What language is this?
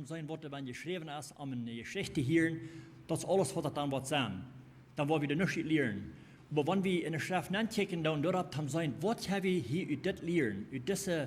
Plautdietsch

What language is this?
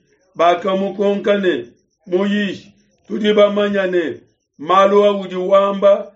Luba-Lulua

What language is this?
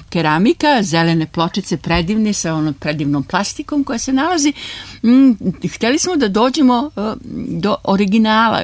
Serbian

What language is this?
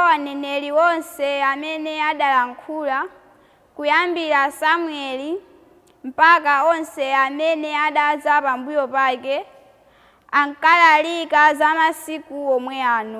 Nyanja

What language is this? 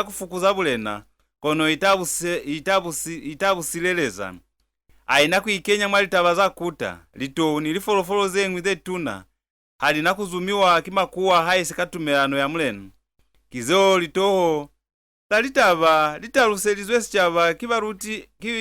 Lozi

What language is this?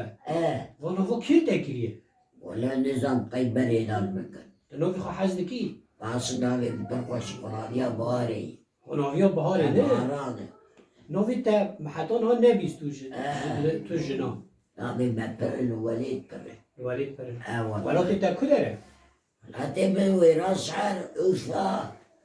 Kurdish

